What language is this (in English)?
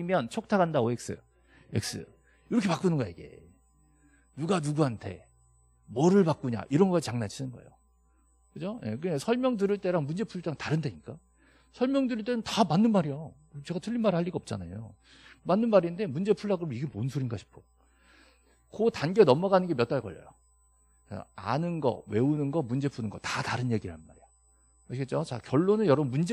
Korean